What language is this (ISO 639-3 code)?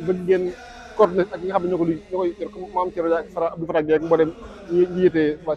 wol